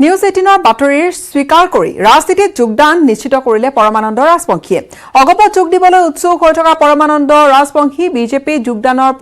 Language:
Assamese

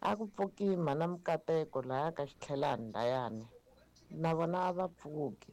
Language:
Tsonga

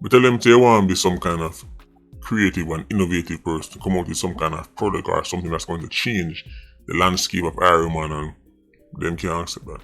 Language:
Jamaican Creole English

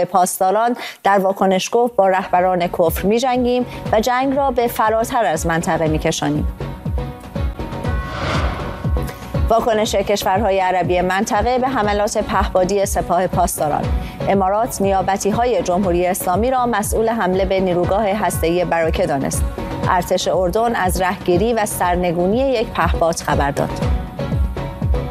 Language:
Persian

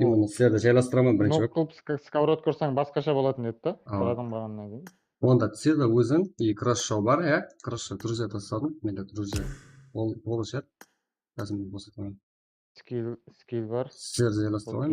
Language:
Kara-Kalpak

